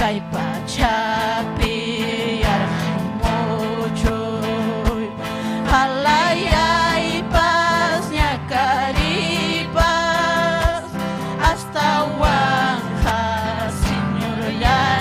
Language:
Ayacucho Quechua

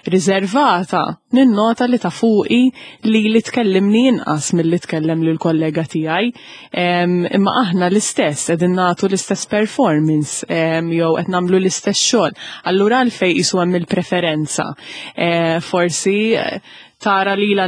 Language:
Maltese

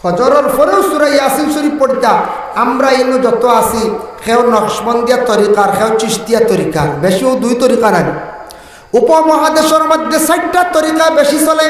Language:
Sylheti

